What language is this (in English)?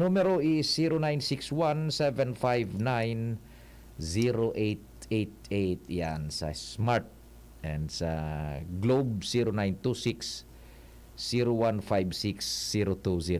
Bikol